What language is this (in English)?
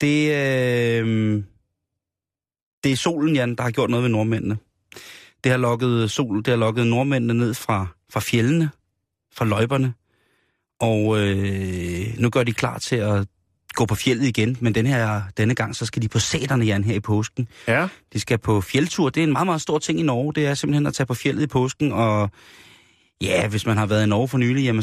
Danish